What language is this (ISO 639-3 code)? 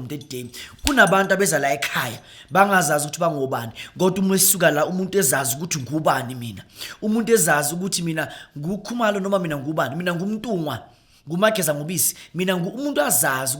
zul